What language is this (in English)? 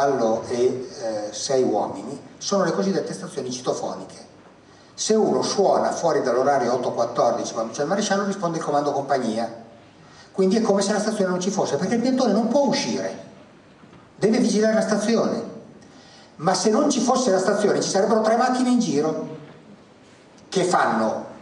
Italian